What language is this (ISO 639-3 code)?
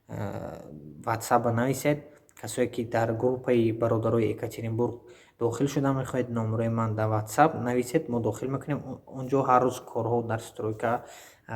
tgk